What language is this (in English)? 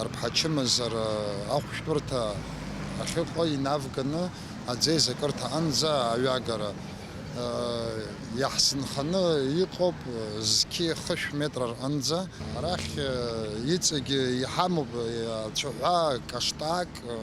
Abkhazian